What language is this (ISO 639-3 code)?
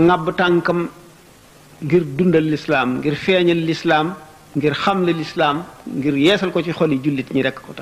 wol